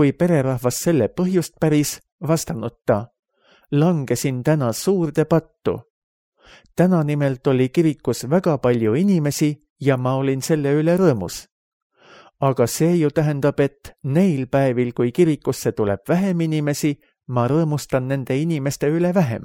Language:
Estonian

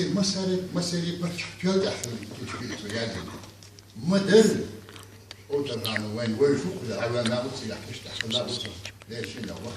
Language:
Chechen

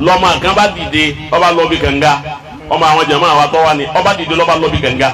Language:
Yoruba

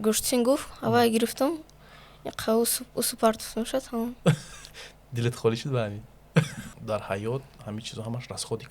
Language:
Tajik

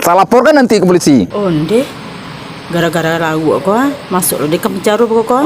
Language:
Minangkabau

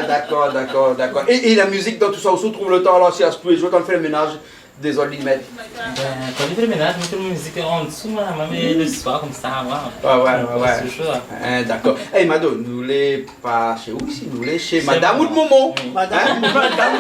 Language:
Réunion Creole French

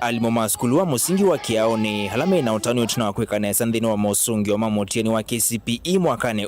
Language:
Kamba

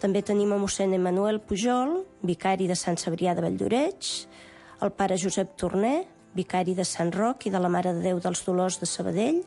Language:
Catalan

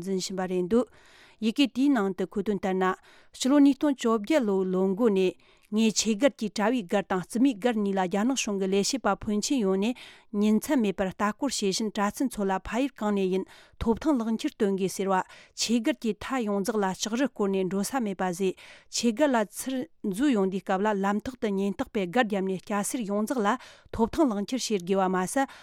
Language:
Tibetan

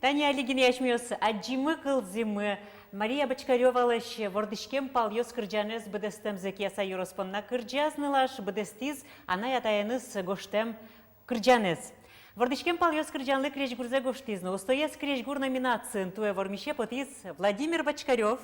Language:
Udmurt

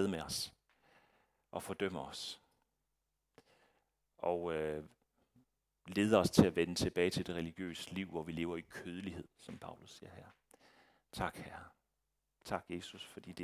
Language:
Danish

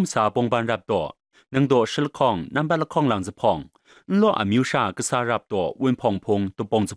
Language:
Kachin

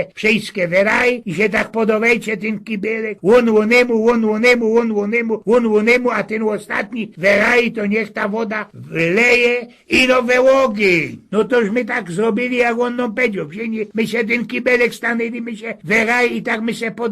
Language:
Silesian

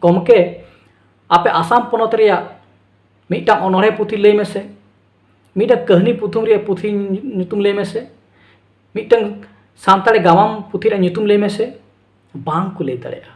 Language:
Santali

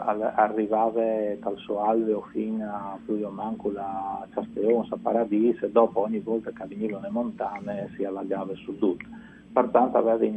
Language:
Friulian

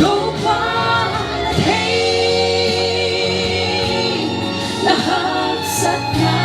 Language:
Paite Chin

